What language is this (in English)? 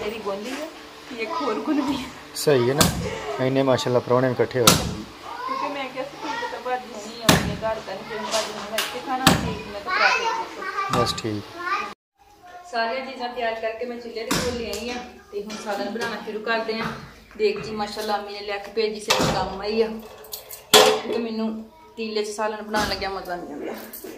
Punjabi